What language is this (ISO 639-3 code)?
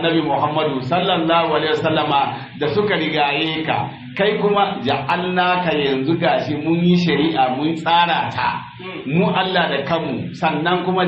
hau